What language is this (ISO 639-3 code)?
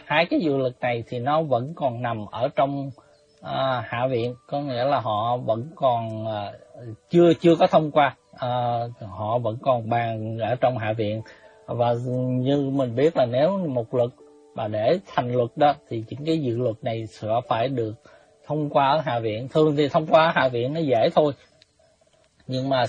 vie